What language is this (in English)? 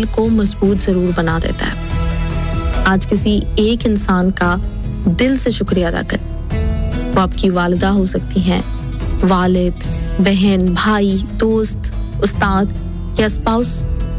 Urdu